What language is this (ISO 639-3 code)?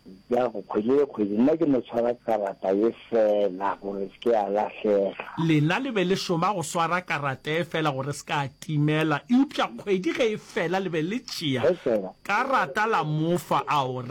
nso